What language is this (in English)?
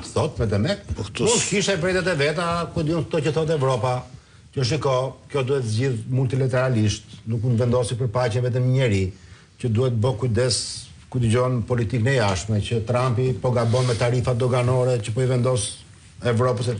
Albanian